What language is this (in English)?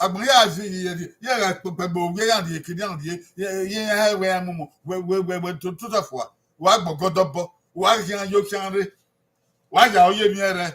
Bini